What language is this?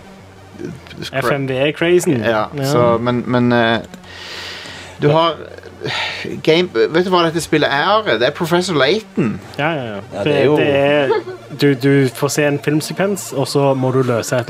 Norwegian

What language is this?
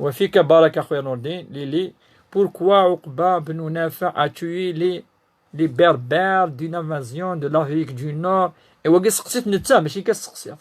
Kabyle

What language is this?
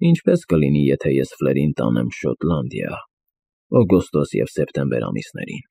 Armenian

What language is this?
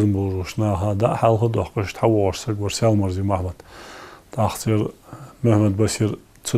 Ingush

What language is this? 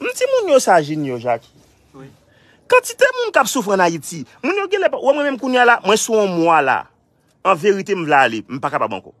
Haitian Creole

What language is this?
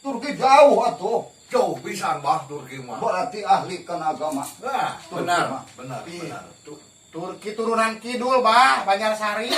Sundanese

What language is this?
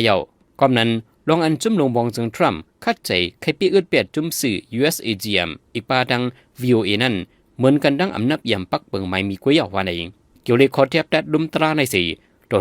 Shan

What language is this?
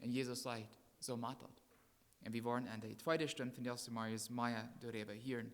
Plautdietsch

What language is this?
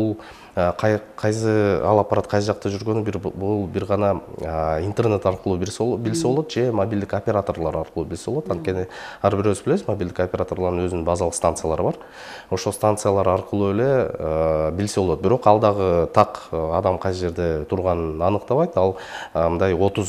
Kyrgyz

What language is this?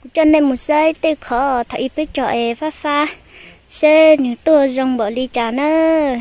Hmong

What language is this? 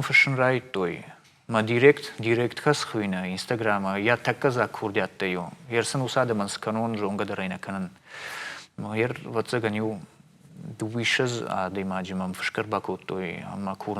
Ossetic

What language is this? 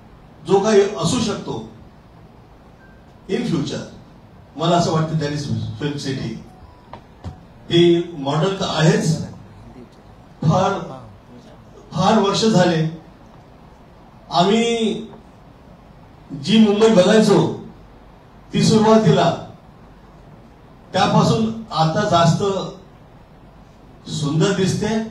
Marathi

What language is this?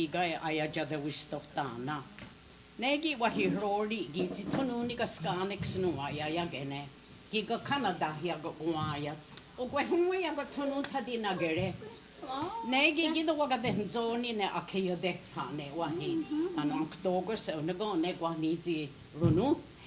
Mohawk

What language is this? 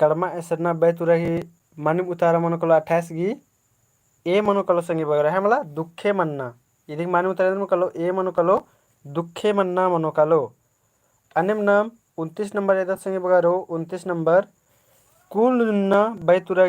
Kurukh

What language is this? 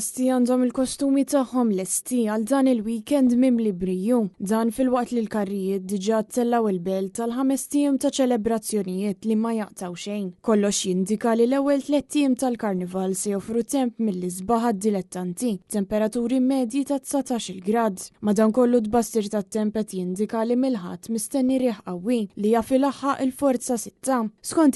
Maltese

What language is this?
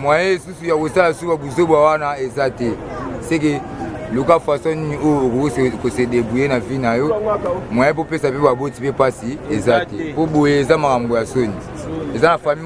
Lingala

